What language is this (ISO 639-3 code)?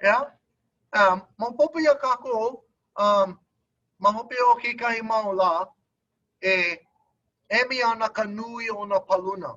haw